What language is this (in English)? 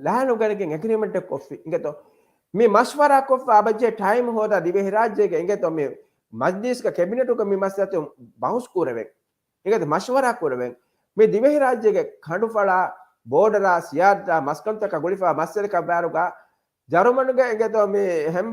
Divehi